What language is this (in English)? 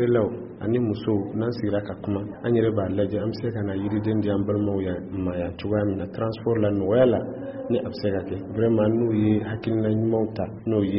Bambara